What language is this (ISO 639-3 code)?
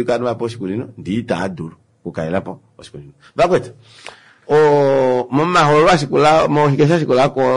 kua